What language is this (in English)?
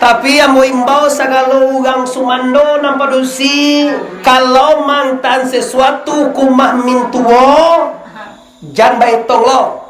Minangkabau